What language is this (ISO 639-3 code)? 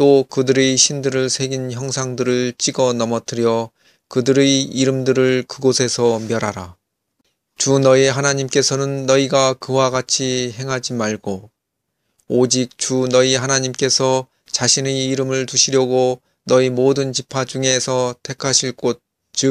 kor